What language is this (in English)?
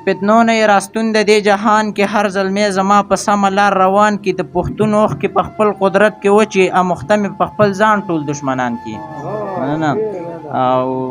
Pashto